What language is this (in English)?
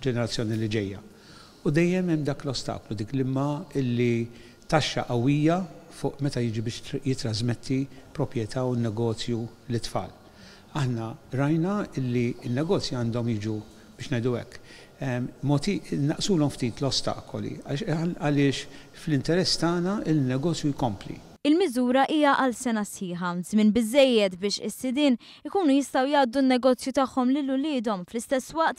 Maltese